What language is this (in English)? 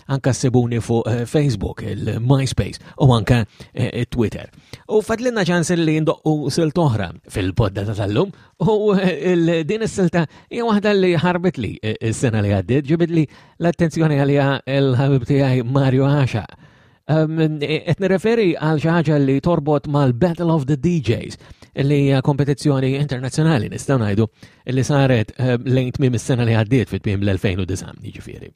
Maltese